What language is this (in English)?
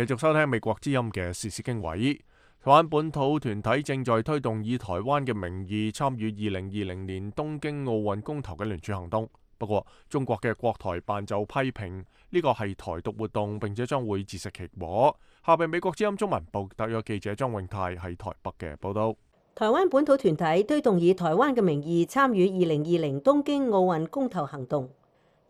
Cantonese